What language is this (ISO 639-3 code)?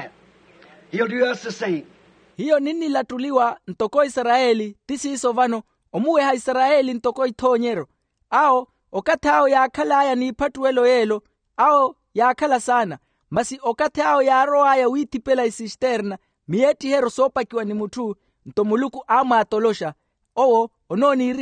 vmw